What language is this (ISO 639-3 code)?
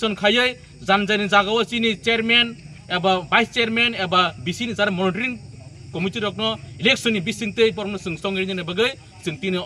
trp